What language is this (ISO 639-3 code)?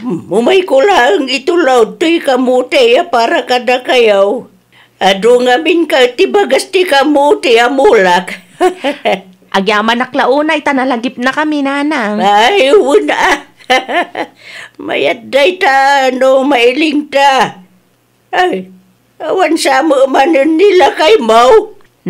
ilo